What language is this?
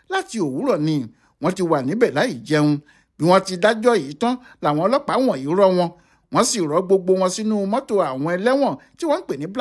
Yoruba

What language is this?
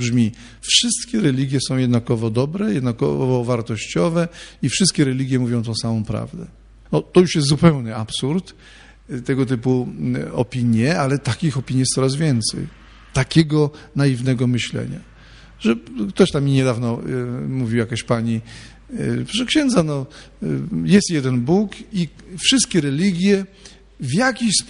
Polish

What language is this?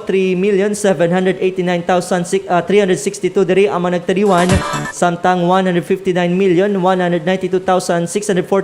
Hiligaynon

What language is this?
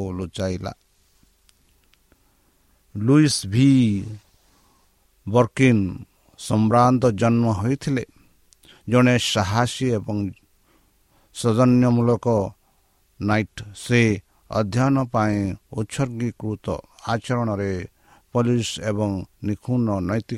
Odia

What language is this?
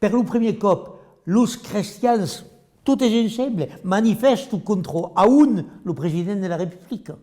Occitan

